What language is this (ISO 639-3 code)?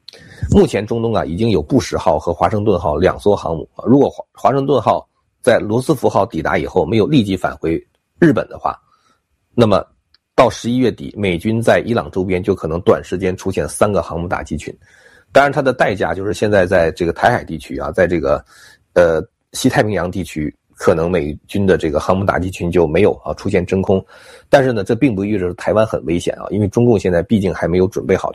zho